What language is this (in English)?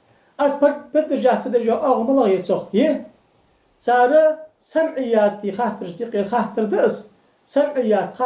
Ingush